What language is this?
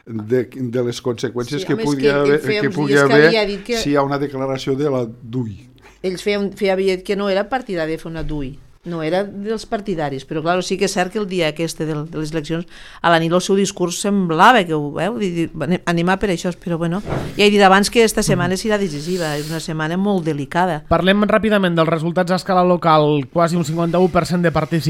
Catalan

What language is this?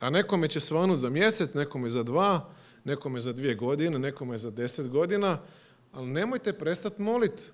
Croatian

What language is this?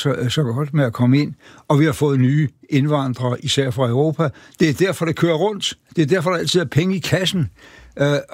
Danish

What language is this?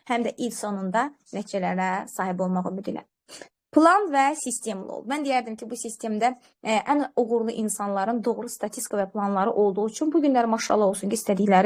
Azerbaijani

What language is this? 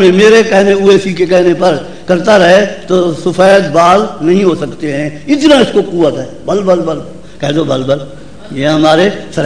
Urdu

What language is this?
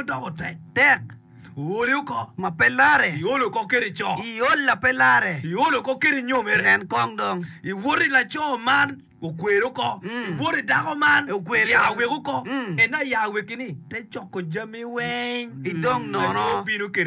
Acoli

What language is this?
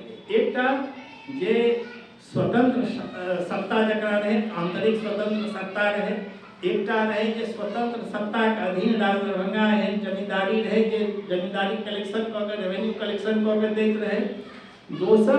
Maithili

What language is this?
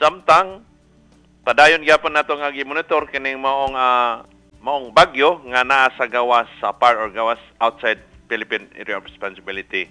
Cebuano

